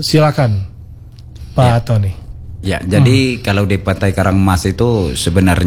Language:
Indonesian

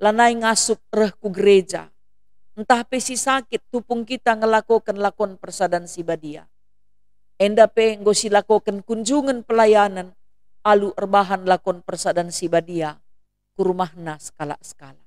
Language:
Batak Karo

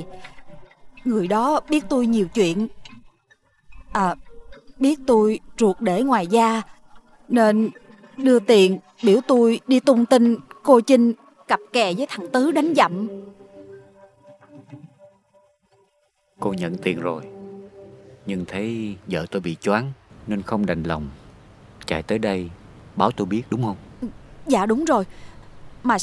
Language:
Vietnamese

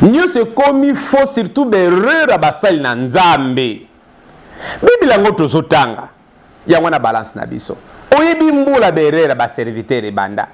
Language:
Lingala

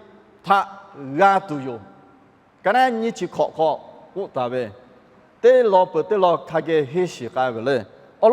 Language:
Lahu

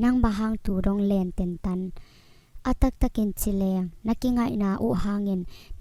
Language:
Tedim Chin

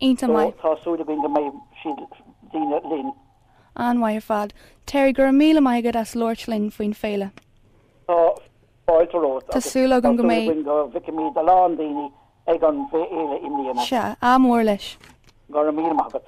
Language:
Irish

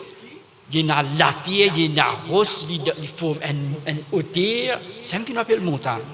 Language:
Morisyen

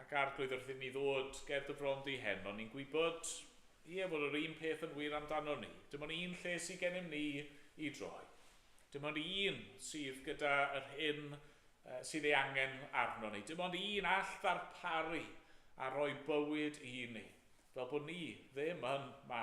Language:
Welsh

